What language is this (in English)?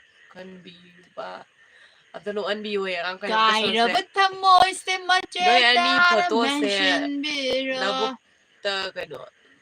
Manipuri